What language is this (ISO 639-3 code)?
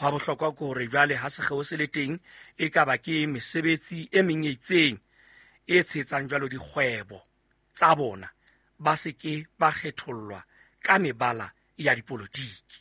sot